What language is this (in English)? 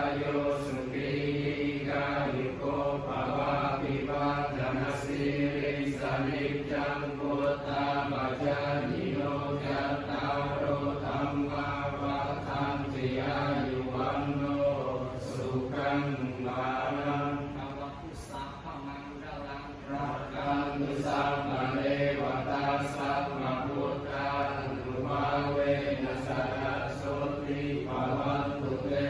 Pali